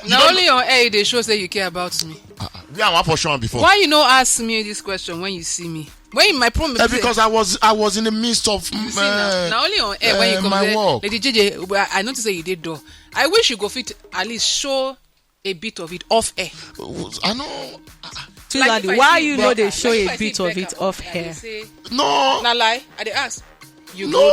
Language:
Nigerian Pidgin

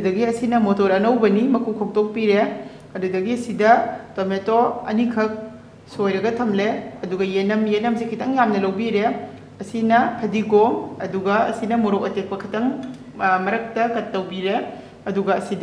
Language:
Manipuri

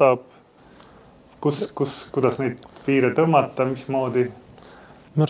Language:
Estonian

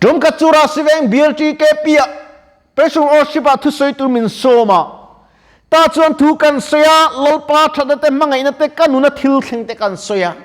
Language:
Mizo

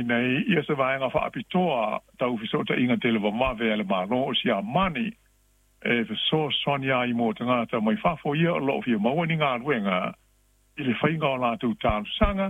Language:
Samoan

